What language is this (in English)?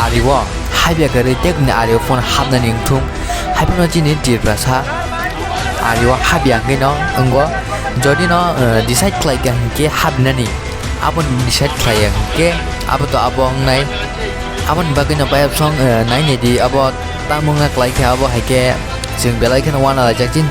Kok Borok